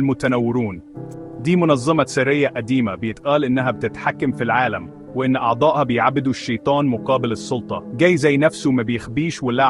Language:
Egyptian Arabic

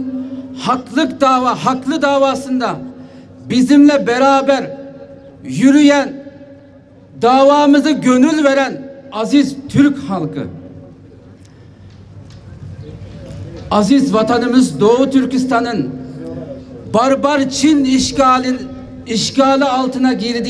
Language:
Turkish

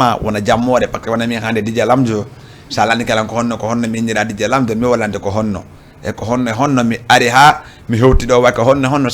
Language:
Fula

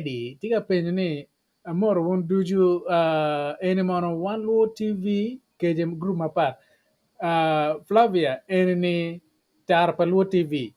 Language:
Acoli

